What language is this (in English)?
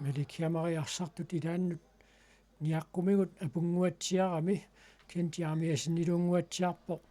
Kalaallisut